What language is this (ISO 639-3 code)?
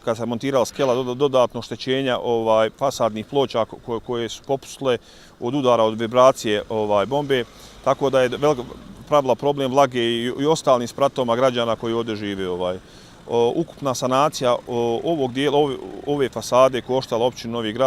bos